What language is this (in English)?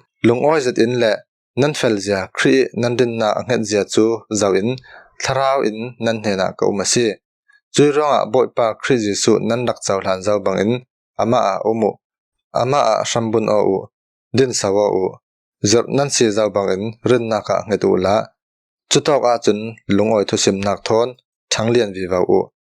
Falam Chin